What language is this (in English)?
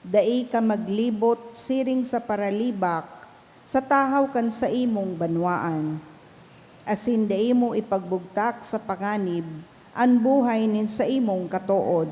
Bikol